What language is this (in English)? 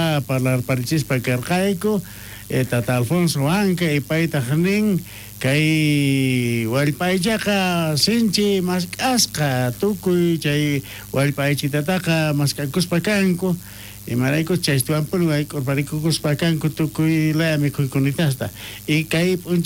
South Bolivian Quechua